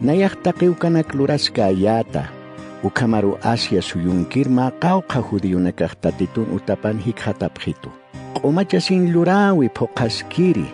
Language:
Aymara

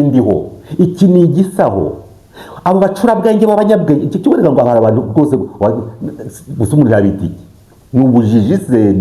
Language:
Kinyarwanda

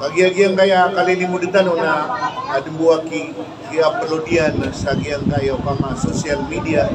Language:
Maranao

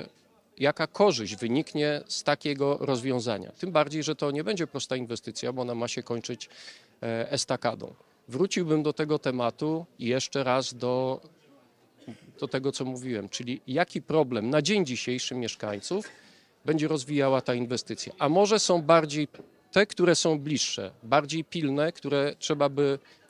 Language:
Polish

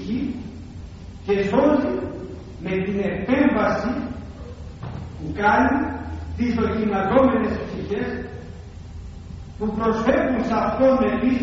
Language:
Greek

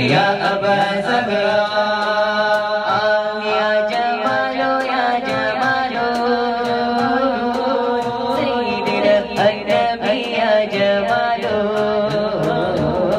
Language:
Malayalam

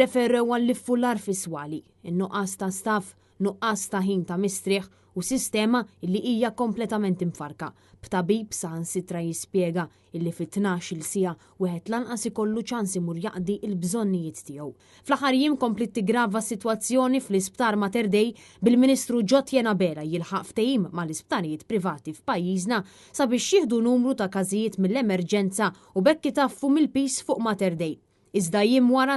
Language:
Maltese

